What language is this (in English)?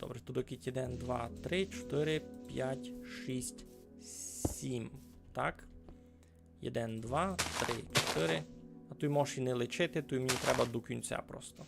Rusyn